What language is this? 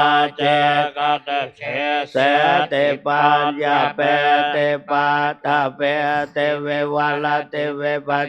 Pali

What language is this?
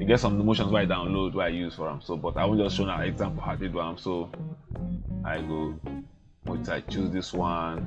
Nigerian Pidgin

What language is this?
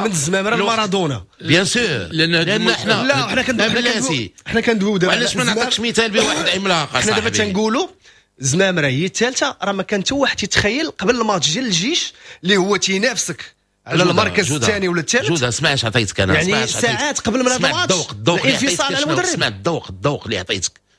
Moroccan Arabic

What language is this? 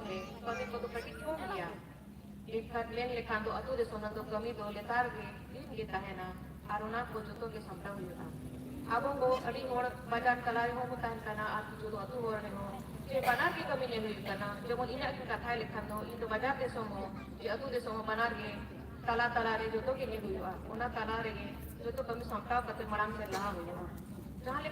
Santali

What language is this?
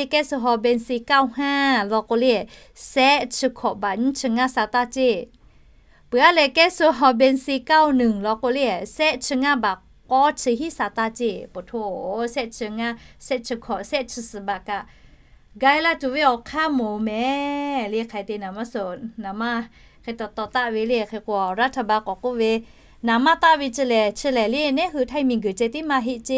Lahu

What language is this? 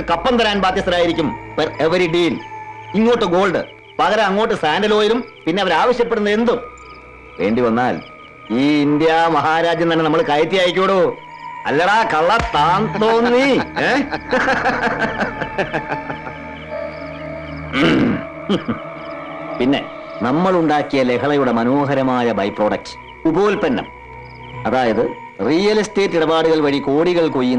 Malayalam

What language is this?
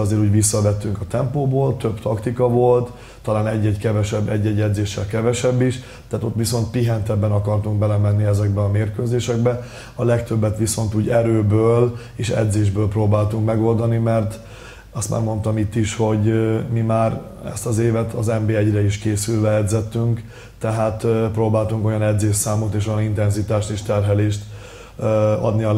Hungarian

